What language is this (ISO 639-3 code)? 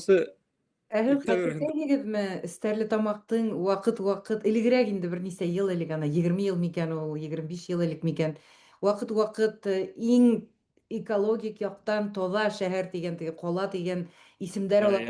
bak